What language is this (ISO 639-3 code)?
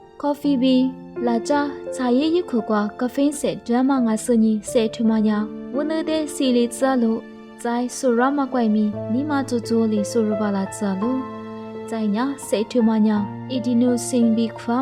lis